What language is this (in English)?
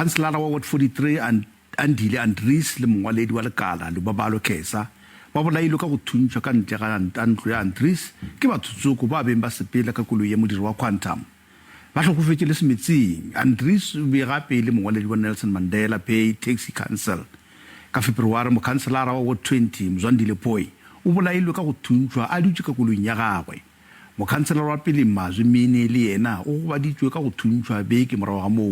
Northern Sotho